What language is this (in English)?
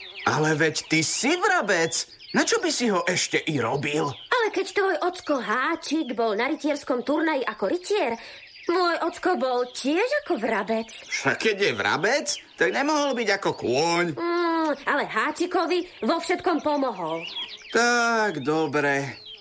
Slovak